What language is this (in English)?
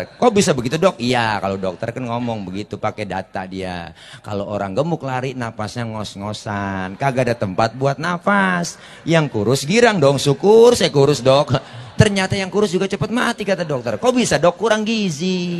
Betawi